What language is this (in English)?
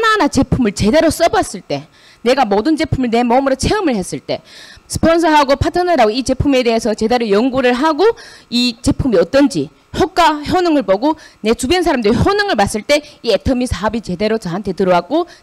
Korean